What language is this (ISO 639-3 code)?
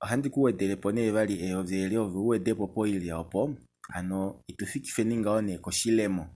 kua